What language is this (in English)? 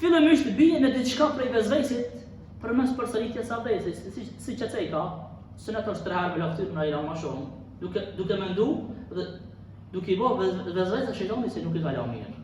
Albanian